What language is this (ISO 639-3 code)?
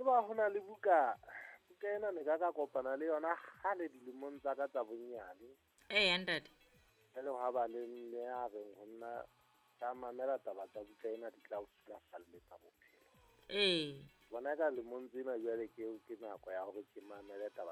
sot